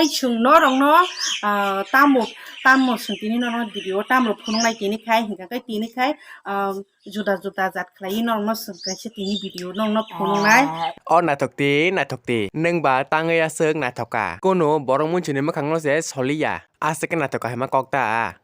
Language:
Kok Borok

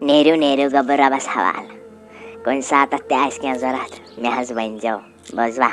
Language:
Kashmiri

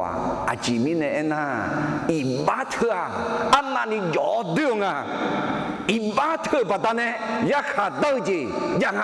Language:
Akha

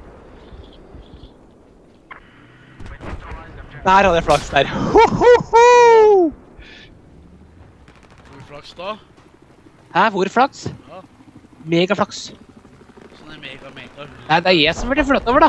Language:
Norwegian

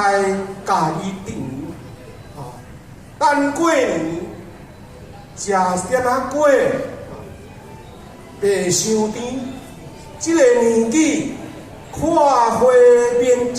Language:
Min Nan Chinese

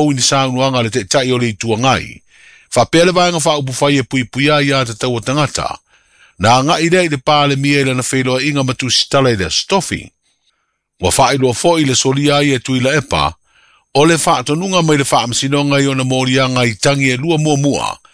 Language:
Samoan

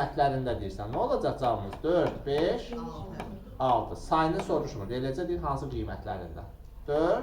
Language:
Azerbaijani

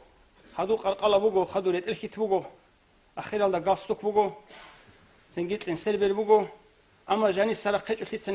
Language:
Avaric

